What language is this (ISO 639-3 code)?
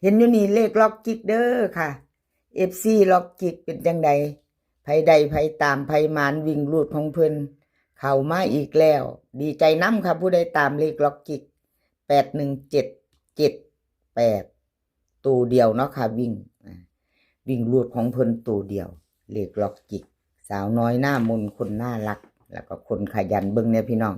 lao